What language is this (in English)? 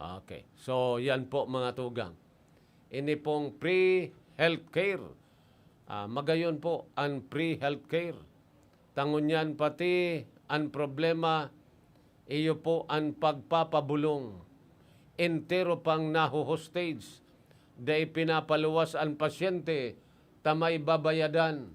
Bikol